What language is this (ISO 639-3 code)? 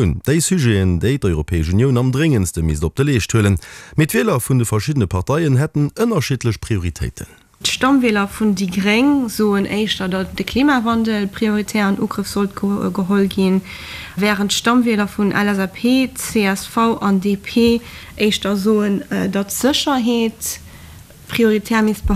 ltz